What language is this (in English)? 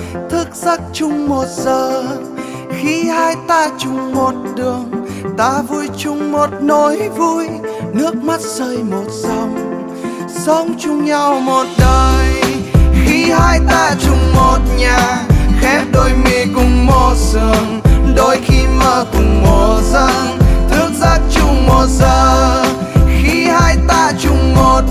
Vietnamese